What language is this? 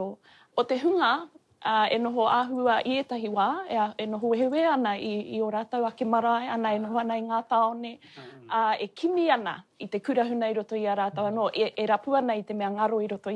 Māori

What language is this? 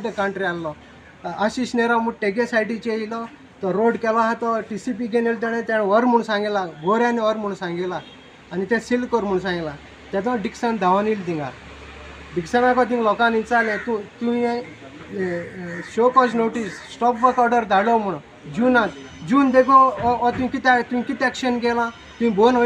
Konkani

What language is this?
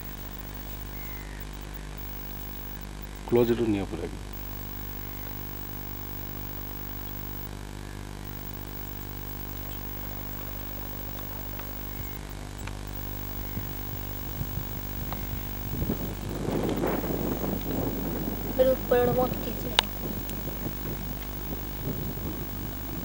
Odia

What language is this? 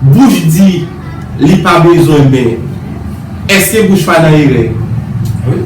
Haitian Creole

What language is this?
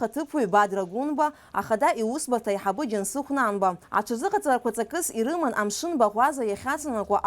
Abkhazian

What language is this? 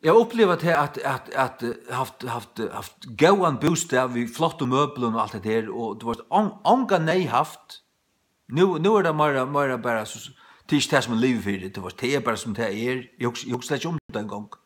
Faroese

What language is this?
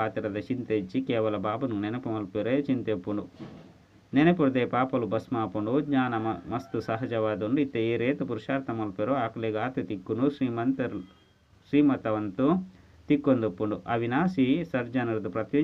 Tulu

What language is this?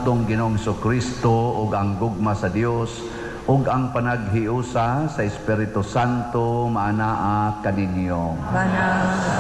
Cebuano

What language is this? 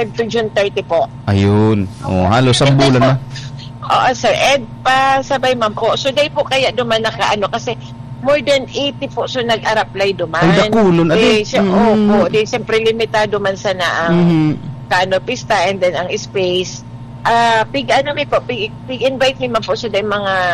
Bikol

